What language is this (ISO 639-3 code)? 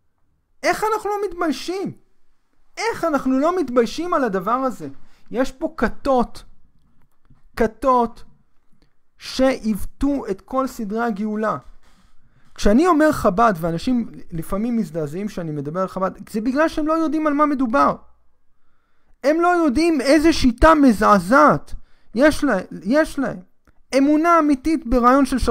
heb